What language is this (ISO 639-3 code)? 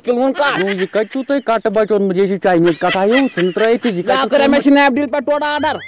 kas